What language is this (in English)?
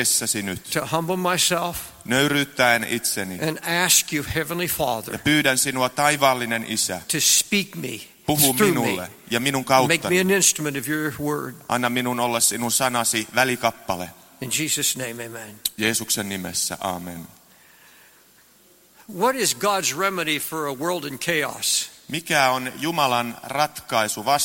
Finnish